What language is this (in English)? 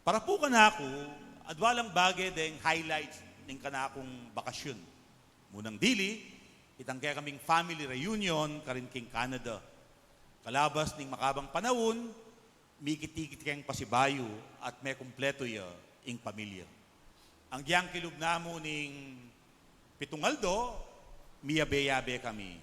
Pampanga